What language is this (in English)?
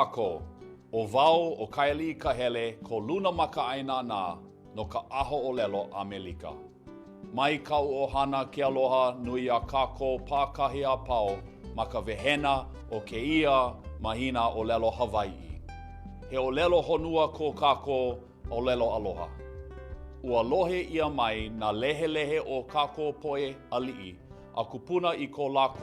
Hawaiian